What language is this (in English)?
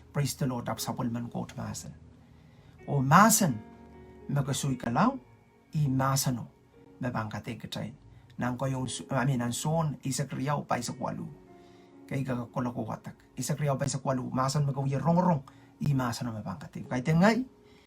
Pohnpeian